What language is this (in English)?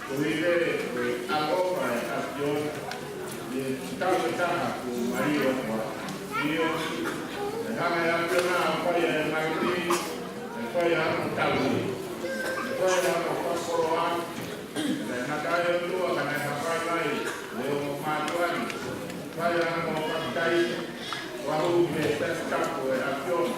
Tongan